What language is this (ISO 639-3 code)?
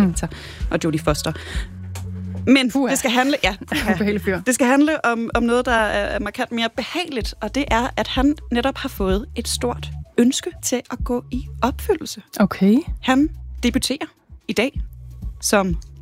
dan